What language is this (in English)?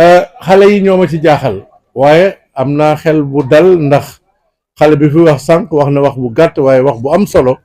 Wolof